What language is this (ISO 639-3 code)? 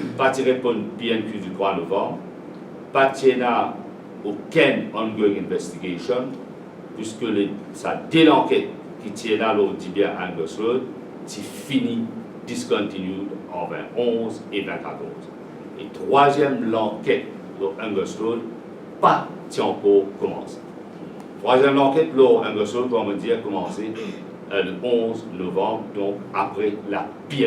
mfe